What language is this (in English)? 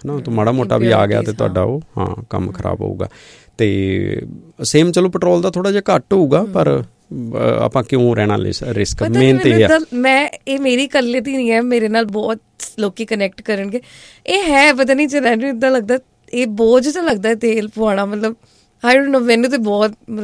Punjabi